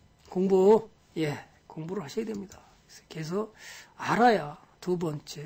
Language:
Korean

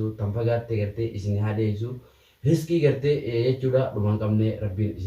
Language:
Oromo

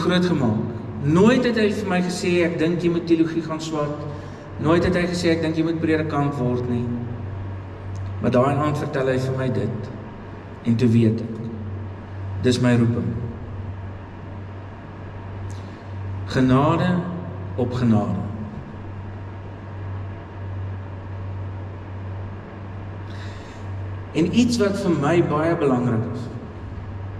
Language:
Afrikaans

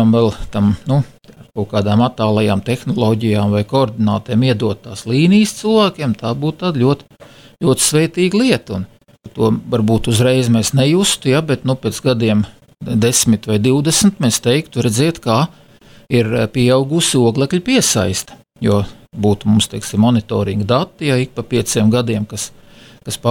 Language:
Latvian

